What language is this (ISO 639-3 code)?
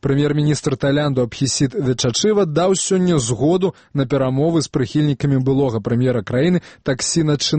bel